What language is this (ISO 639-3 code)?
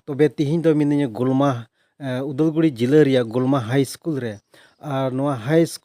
sat